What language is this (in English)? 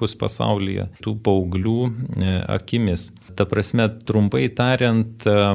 Lithuanian